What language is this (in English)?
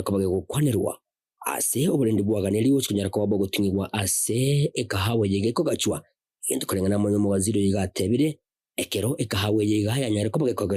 Gusii